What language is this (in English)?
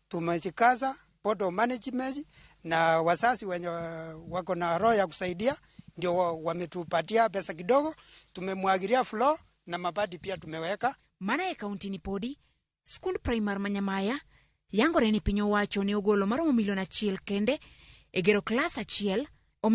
Luo (Kenya and Tanzania)